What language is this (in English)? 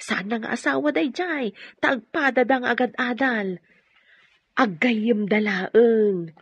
Iloko